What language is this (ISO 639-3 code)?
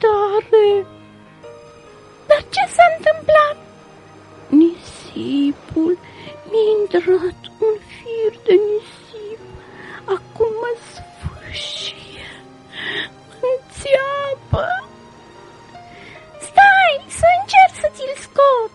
ron